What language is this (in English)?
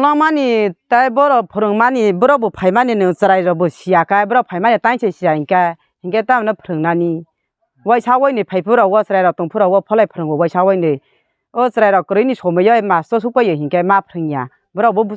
Kok Borok